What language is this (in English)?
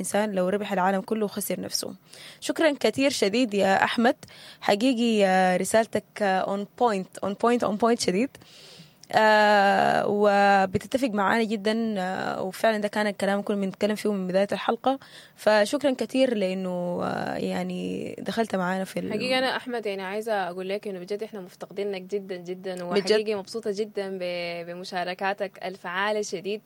Sudanese Arabic